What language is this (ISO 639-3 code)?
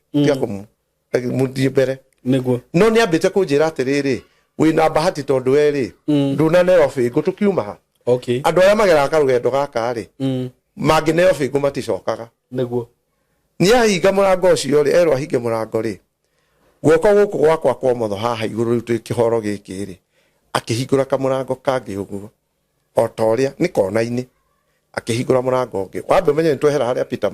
kik